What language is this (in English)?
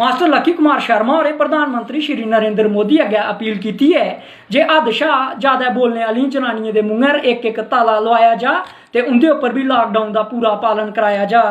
Dogri